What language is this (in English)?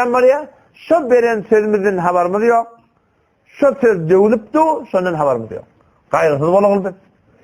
Turkmen